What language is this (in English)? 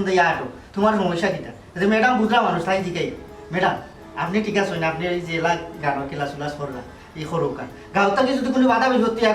Sylheti